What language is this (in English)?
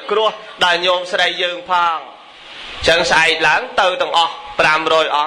Khmer